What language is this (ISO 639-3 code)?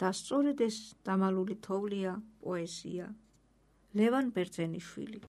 kat